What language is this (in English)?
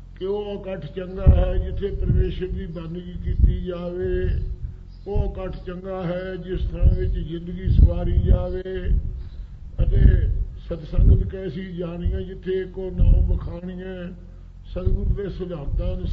Punjabi